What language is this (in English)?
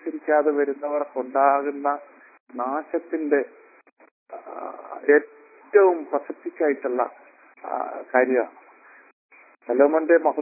Malayalam